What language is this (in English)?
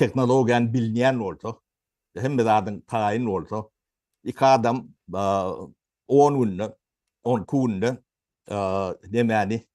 Turkmen